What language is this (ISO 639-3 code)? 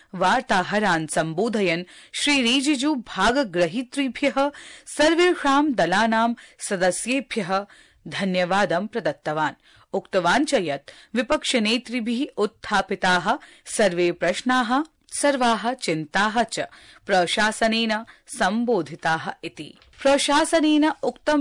san